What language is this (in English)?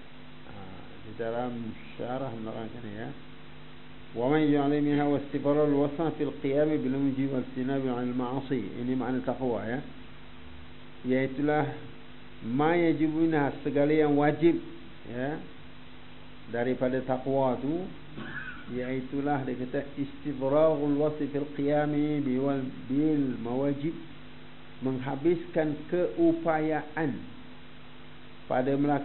Malay